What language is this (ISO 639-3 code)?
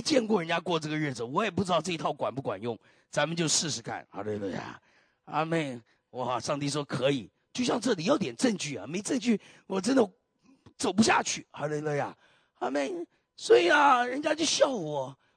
zho